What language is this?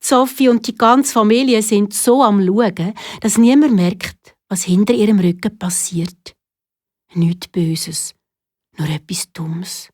Swiss German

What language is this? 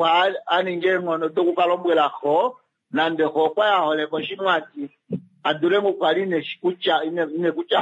Kuanyama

